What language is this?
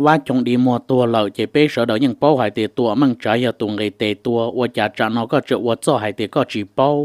Hmong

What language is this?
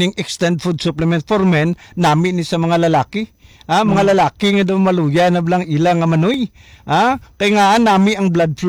Hiligaynon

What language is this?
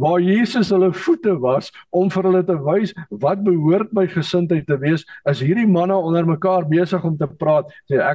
Afrikaans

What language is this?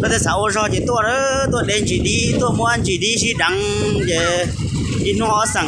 Hmong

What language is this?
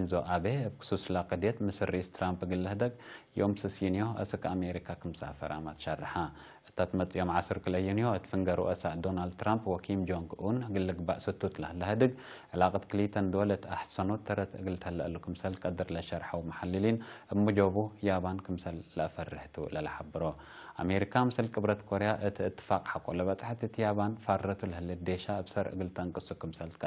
Tigre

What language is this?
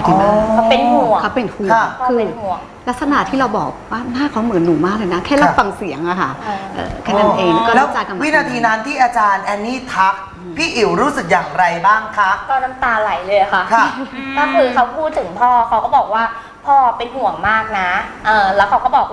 Thai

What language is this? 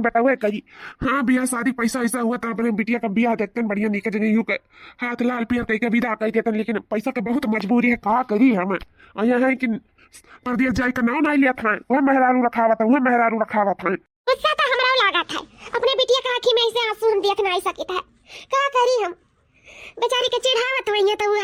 Awadhi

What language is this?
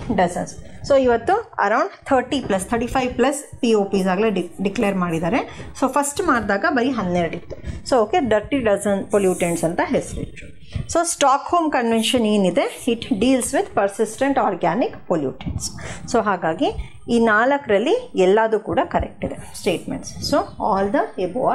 Kannada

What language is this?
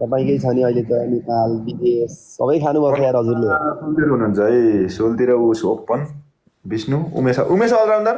Nepali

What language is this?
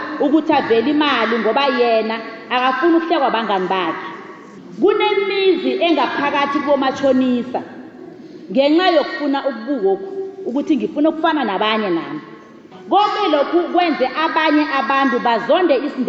South Ndebele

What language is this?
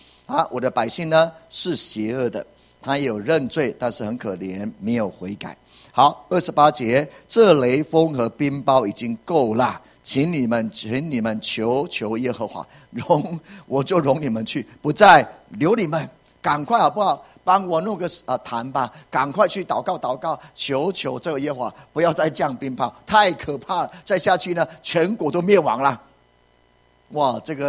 Chinese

